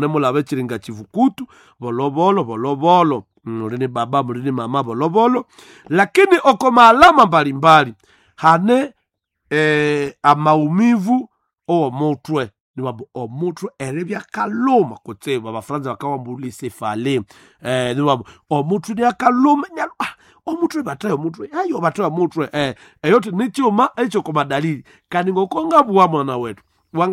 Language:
Nande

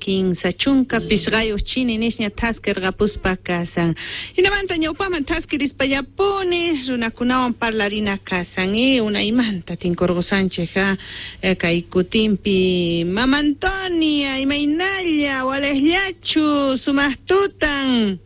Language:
South Bolivian Quechua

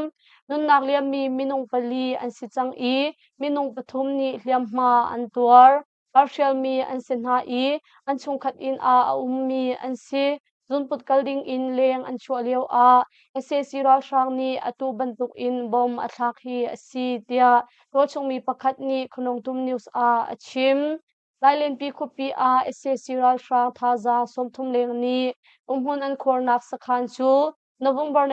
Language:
Hakha Chin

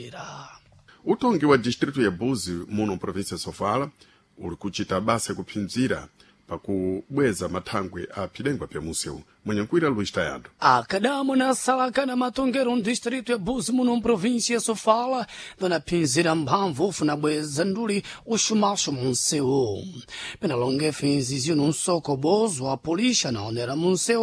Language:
Sena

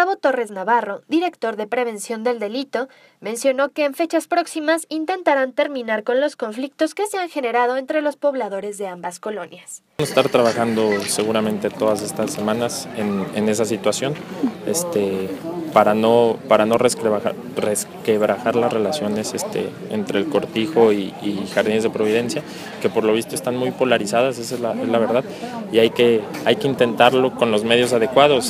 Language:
Spanish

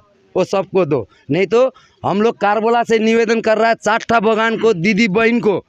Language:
Sadri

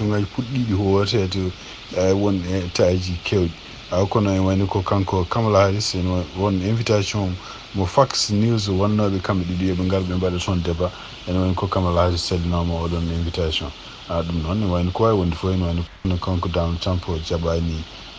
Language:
Fula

